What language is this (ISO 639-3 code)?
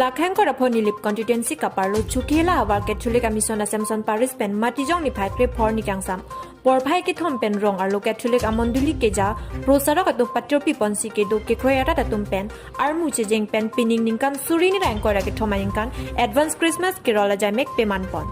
mjw